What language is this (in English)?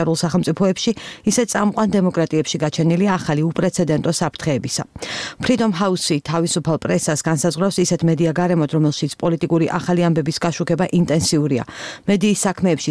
Georgian